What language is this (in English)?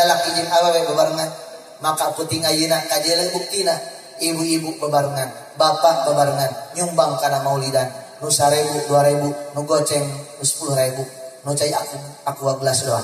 Sundanese